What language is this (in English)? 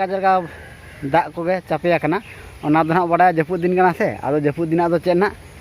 Santali